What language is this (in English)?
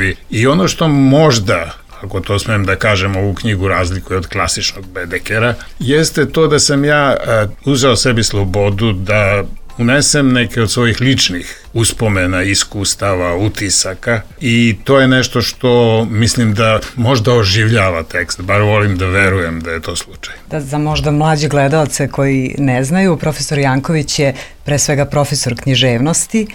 Serbian